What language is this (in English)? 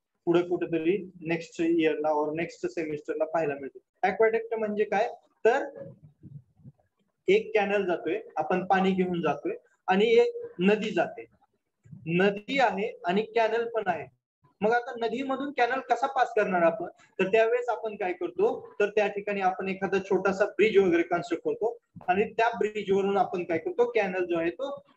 Marathi